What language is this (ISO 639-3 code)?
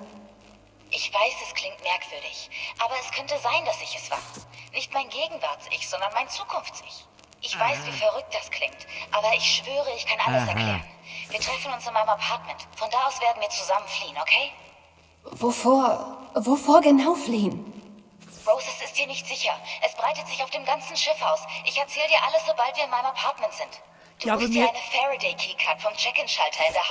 bar